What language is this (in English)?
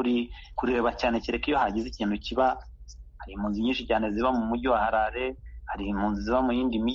Kinyarwanda